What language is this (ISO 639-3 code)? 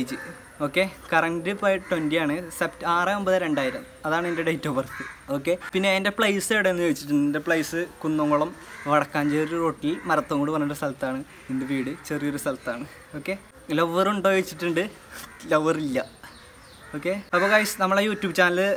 mal